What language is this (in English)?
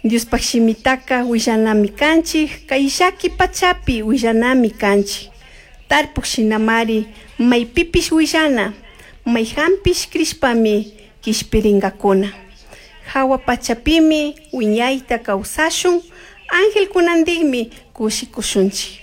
Chimborazo Highland Quichua